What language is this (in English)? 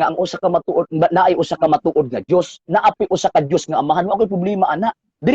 Cebuano